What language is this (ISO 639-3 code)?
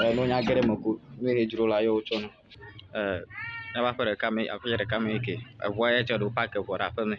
ewe